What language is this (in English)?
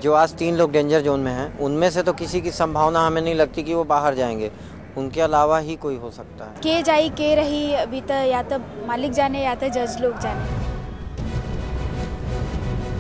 Bhojpuri